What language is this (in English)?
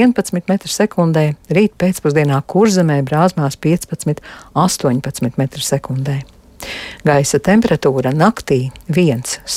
Latvian